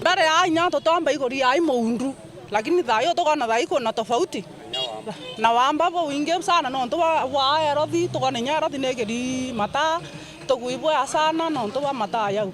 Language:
Meru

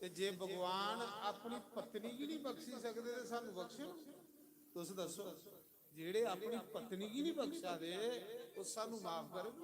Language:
Dogri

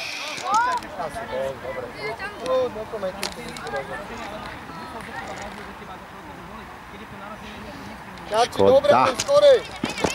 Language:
Slovak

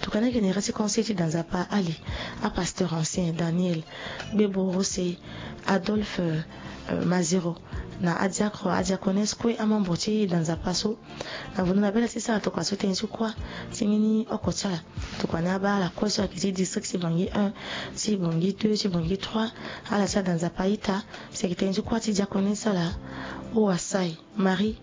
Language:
Sango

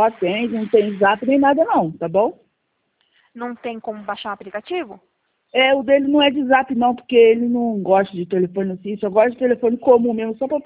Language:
Portuguese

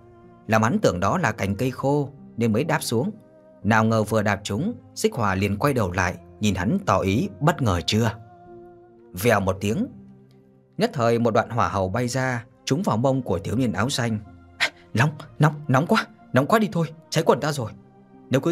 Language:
Vietnamese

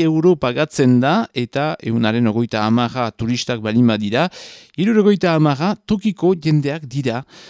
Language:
Basque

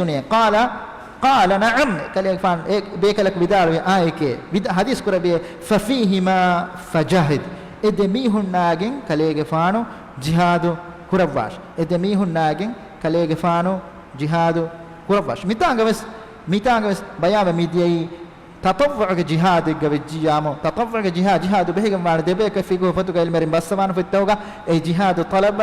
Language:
Divehi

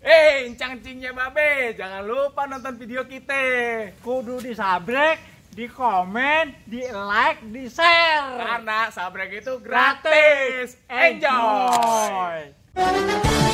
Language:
Betawi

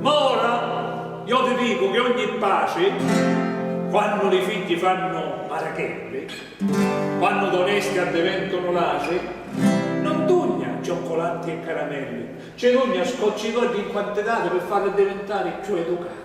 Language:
Sicilian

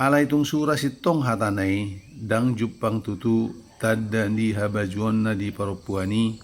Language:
Batak Toba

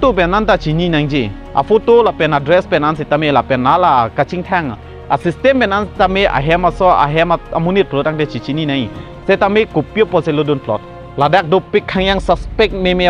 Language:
Karbi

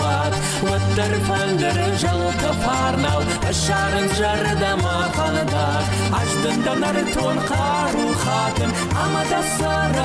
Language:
Ossetic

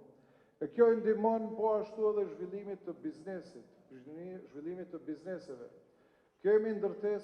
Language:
Albanian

